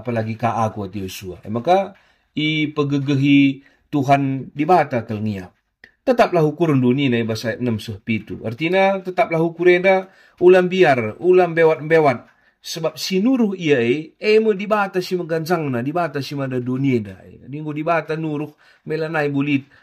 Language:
Batak Karo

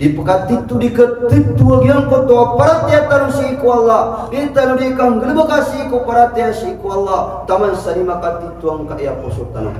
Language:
Maranao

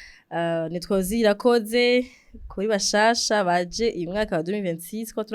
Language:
Rundi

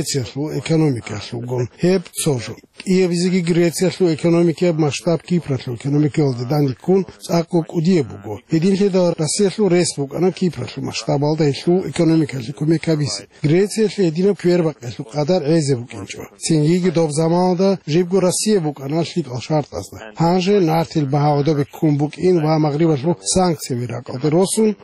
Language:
Avaric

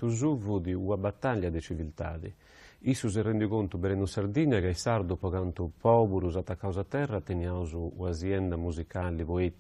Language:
Sardinian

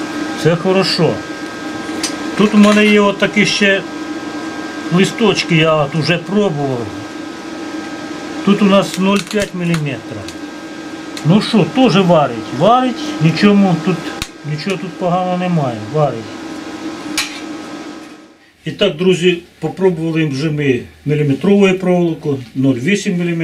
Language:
Ukrainian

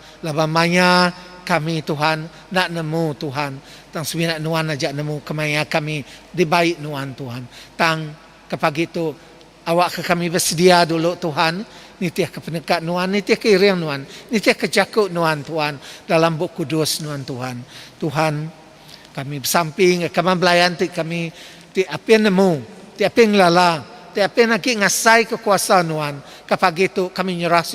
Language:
Iban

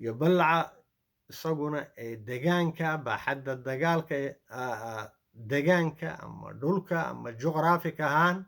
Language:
Somali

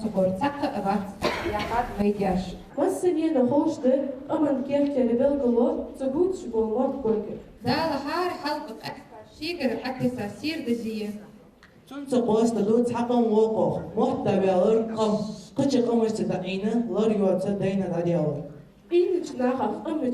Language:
Ingush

